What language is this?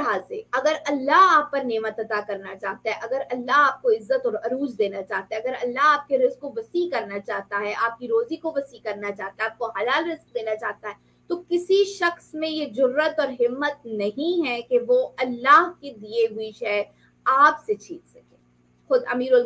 Urdu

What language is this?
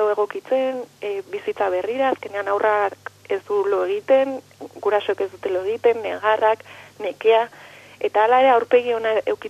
Basque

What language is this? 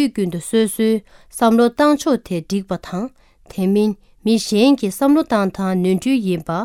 Tibetan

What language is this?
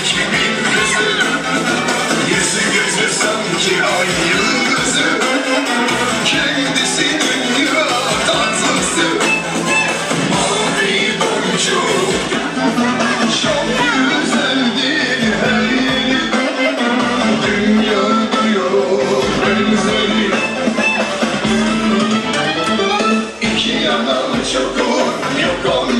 Turkish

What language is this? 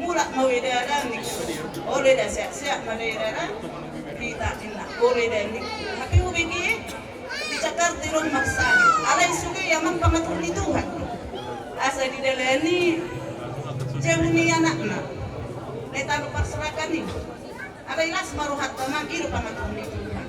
Batak Simalungun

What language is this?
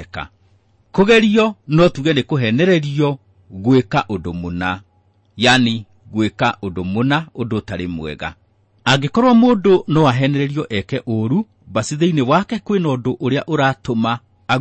Kikuyu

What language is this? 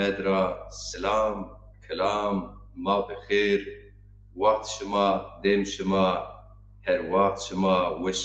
Zaza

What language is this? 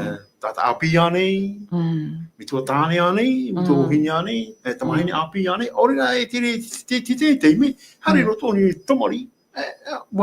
Tahitian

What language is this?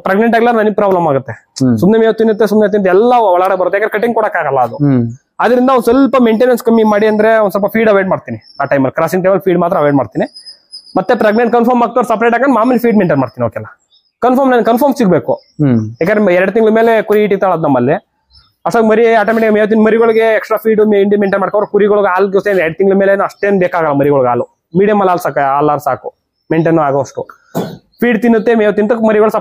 Kannada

